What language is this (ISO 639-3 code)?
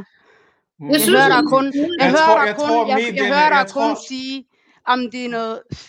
dan